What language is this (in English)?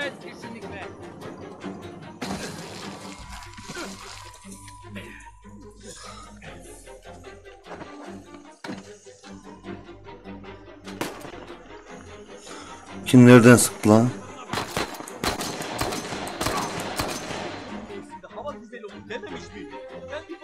Turkish